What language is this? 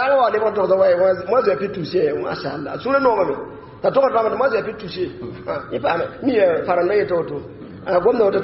Mossi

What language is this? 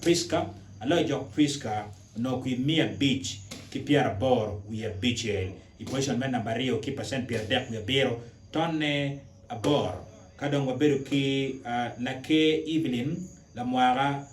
Acoli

